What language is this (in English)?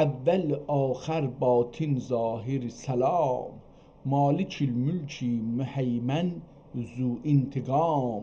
South Azerbaijani